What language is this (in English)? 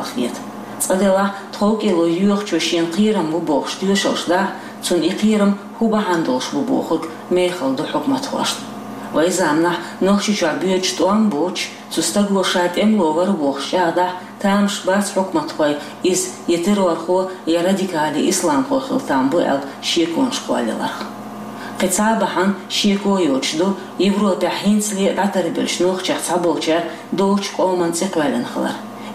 Chechen